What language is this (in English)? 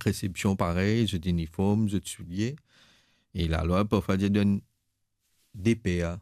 Morisyen